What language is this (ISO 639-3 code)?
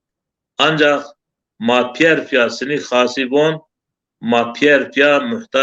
zza